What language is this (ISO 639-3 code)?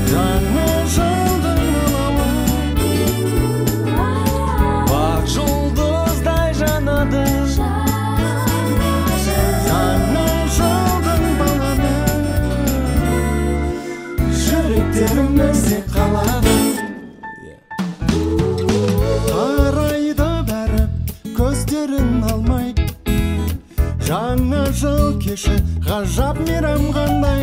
kaz